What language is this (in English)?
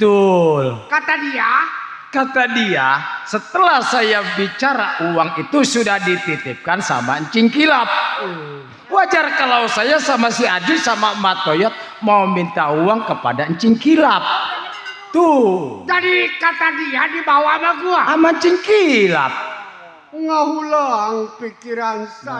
Betawi